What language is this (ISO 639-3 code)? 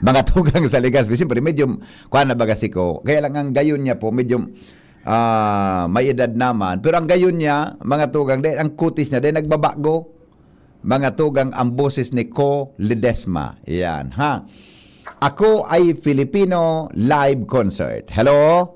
bik